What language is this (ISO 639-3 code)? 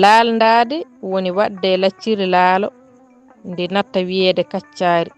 ful